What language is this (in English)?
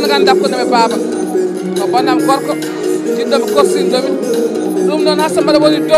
Fula